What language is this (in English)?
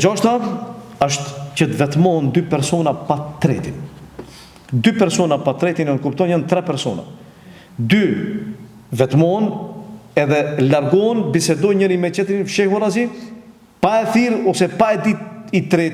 Albanian